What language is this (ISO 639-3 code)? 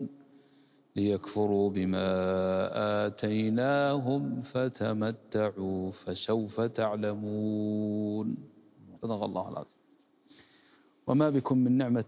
ara